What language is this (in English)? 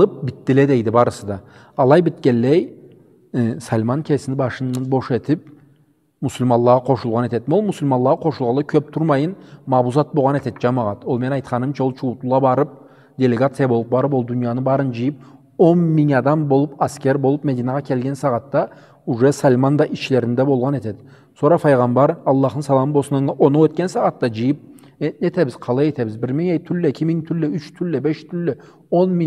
Karachay-Balkar